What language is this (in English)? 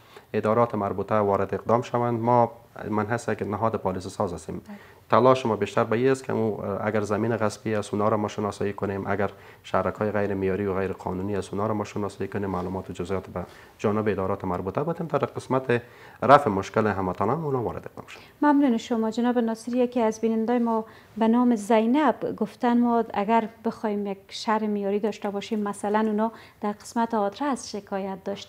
Persian